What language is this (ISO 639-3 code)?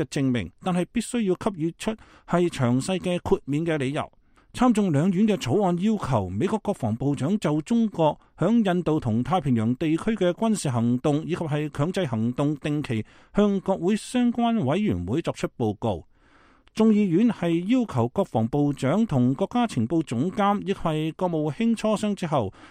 yue